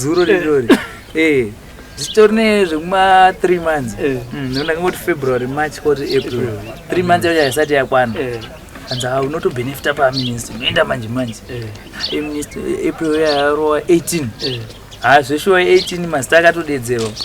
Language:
Shona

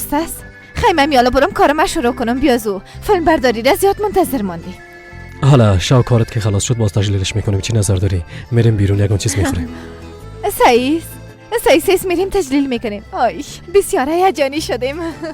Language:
Persian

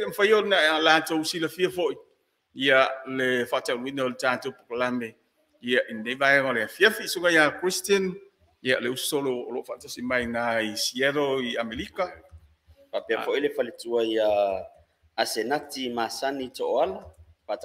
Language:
Samoan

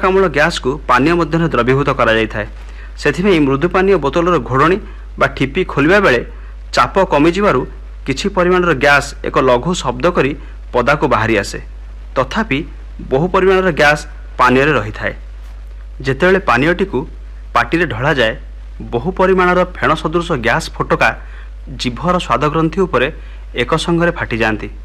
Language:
Odia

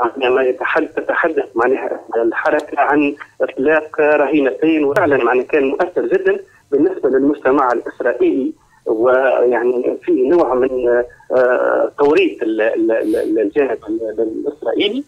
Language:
Tunisian Arabic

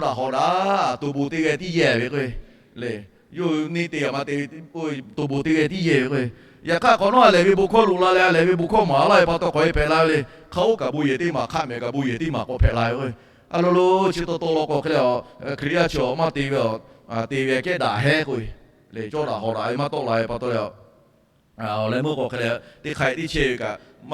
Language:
Lahu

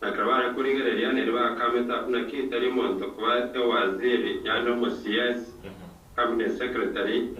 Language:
Gusii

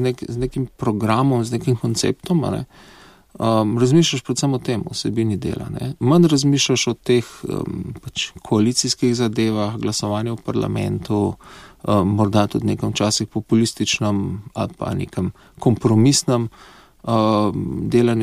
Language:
Slovenian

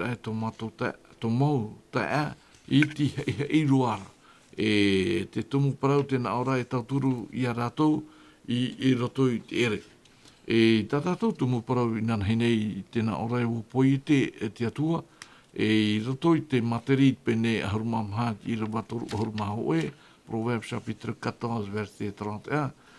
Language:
Tahitian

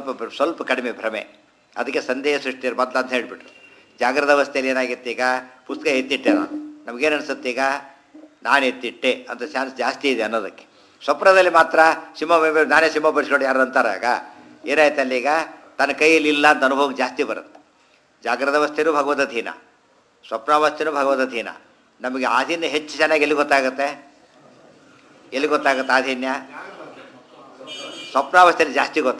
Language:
Kannada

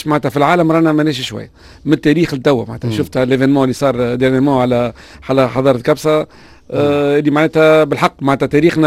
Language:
Tunisian Arabic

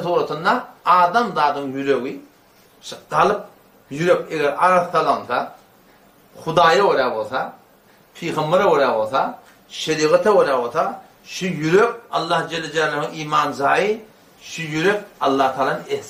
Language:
Turkmen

